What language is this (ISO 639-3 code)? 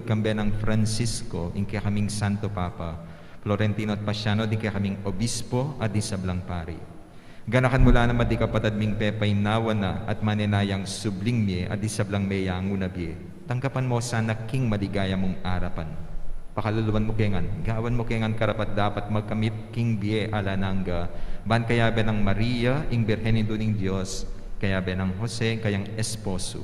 pam